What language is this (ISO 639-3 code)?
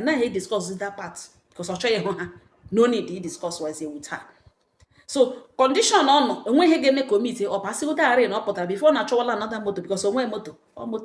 ibo